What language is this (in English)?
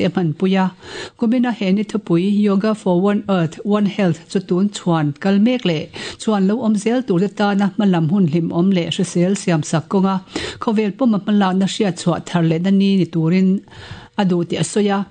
Mizo